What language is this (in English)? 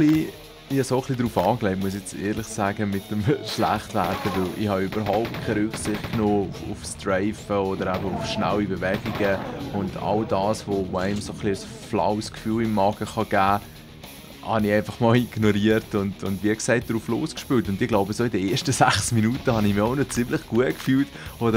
Swiss German